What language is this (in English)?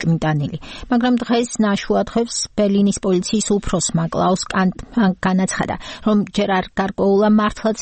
Georgian